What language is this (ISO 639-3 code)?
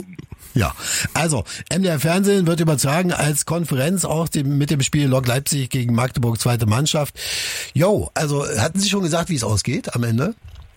deu